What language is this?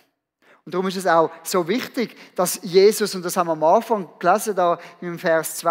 Swiss German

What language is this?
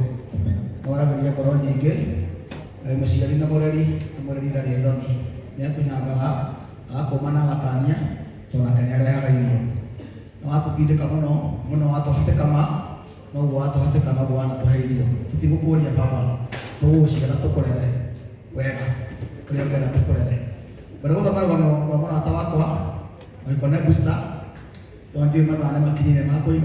Kikuyu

